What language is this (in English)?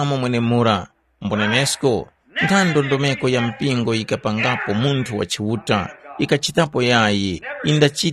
Tumbuka